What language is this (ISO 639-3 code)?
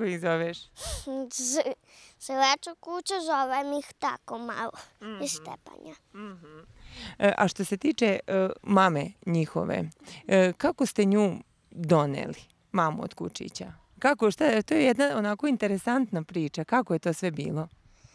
srp